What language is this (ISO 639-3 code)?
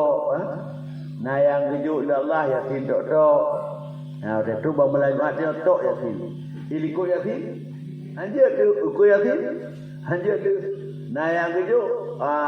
ace